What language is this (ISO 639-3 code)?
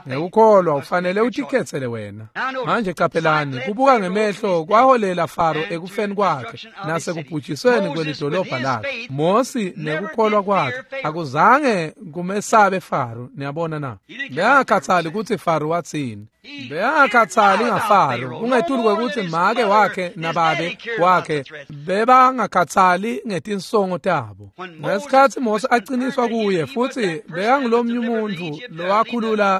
ssw